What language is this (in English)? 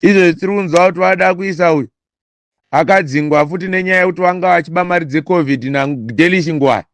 Shona